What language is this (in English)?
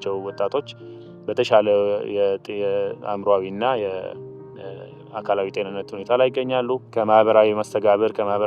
Amharic